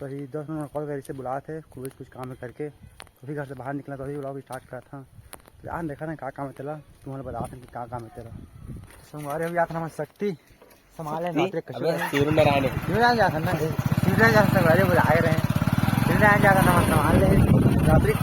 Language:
Chhattisgarhi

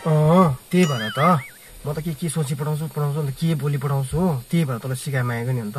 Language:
Nepali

